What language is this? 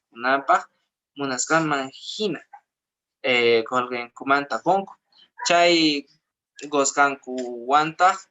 Quechua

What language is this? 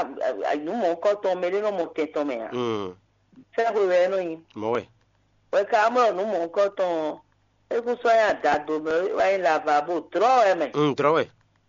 Fon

